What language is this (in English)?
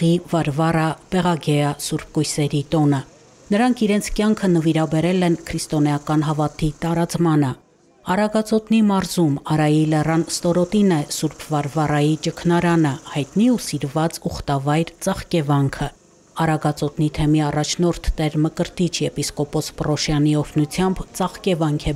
Armenian